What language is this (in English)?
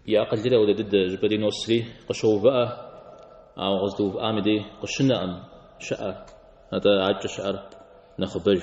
Kabardian